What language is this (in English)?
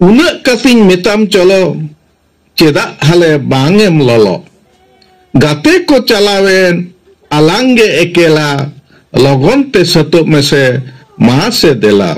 Santali